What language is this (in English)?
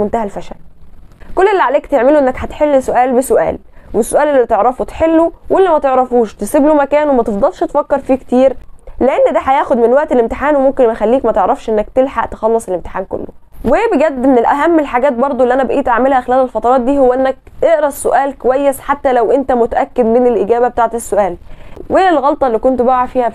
Egyptian Arabic